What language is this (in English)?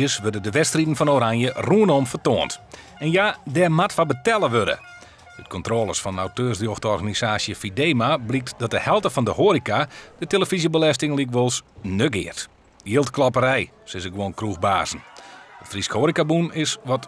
Western Frisian